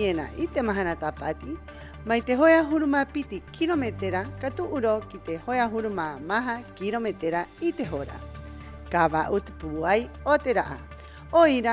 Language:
Rapanui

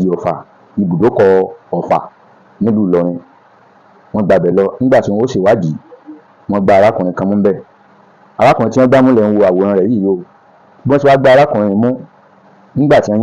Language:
Yoruba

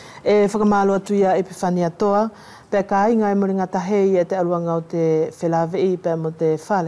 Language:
Wallisian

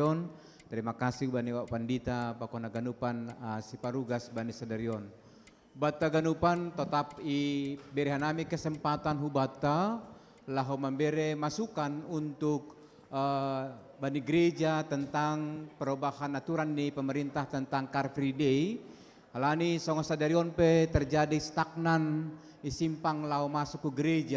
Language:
Batak Simalungun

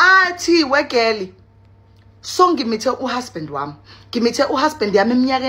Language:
Zulu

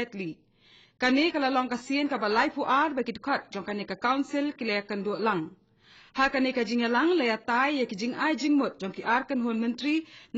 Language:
Khasi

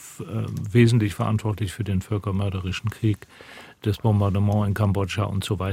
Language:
German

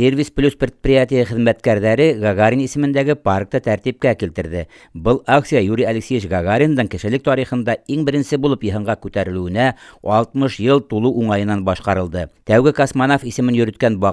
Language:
Bashkir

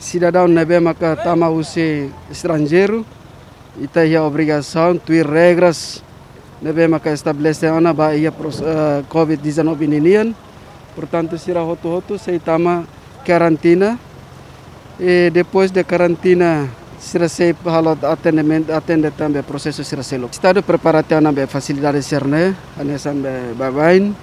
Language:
Tetum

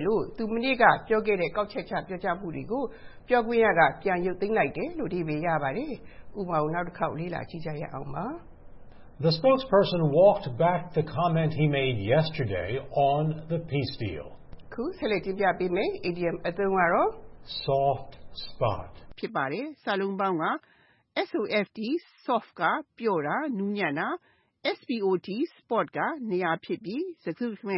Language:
Burmese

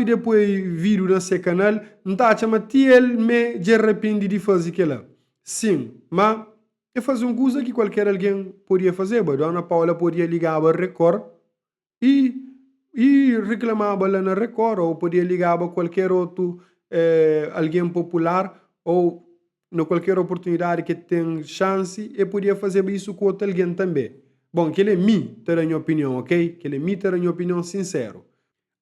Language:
Kabuverdianu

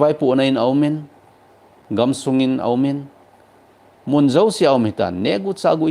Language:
Thado Chin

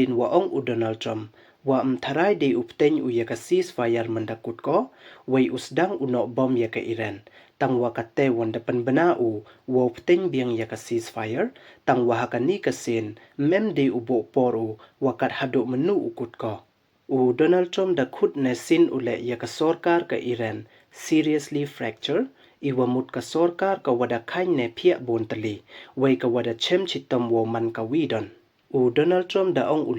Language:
Pnar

